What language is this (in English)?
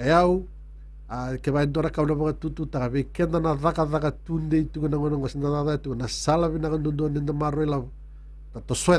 Fijian